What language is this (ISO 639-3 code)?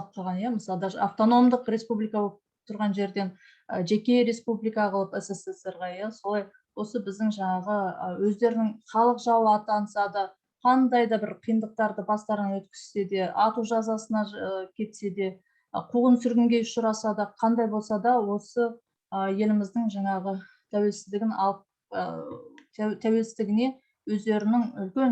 kaz